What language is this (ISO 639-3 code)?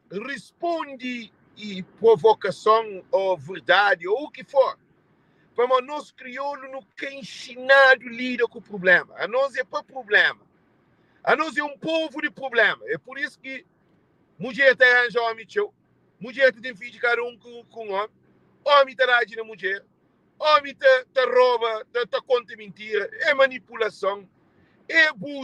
kea